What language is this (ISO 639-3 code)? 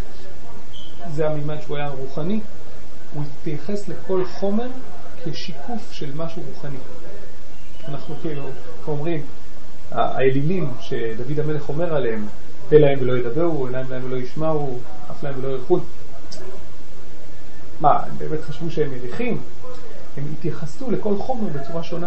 heb